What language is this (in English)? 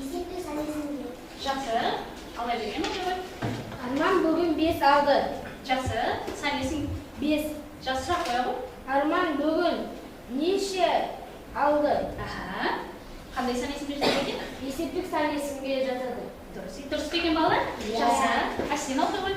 Kazakh